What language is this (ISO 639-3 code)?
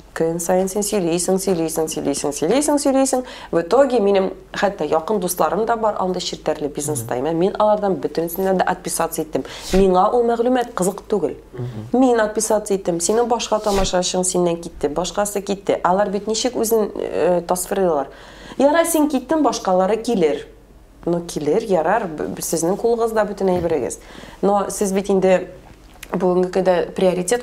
tat